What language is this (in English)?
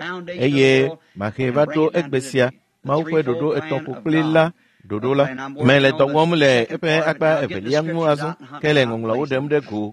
Ewe